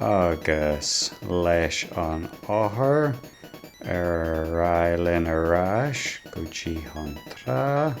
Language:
Irish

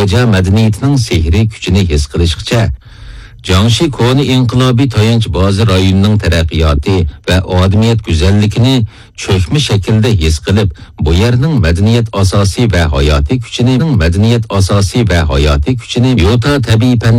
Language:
Uyghur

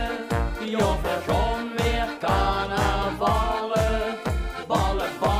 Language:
Limburgish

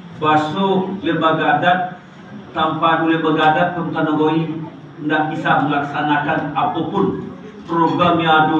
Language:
Minangkabau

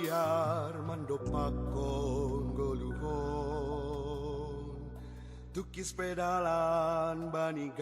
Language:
Batak Simalungun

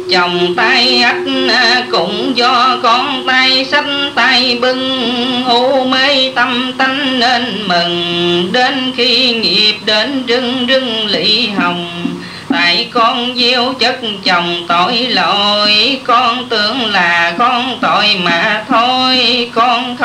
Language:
Vietnamese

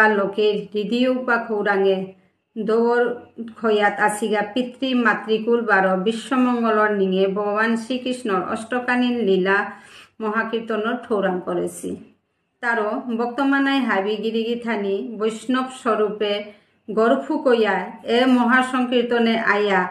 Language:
Bishnupriya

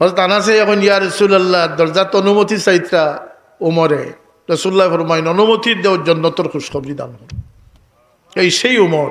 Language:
Sylheti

